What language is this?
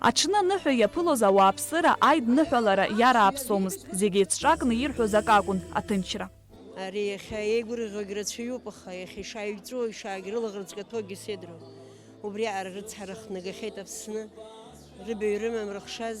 Abkhazian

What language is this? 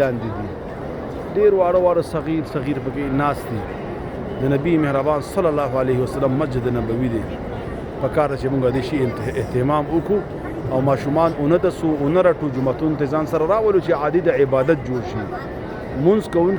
Pashto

